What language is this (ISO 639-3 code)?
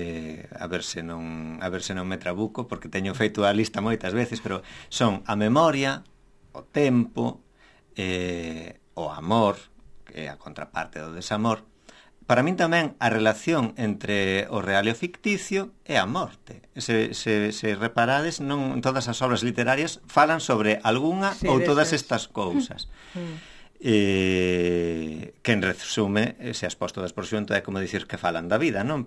glg